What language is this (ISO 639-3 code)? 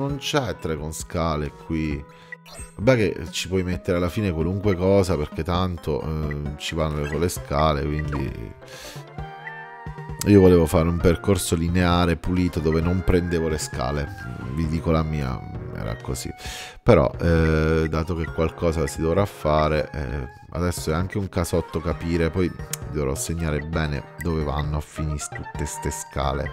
ita